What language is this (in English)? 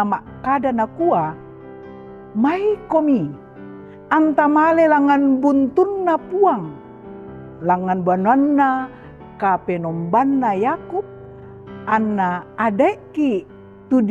Toraja-Sa'dan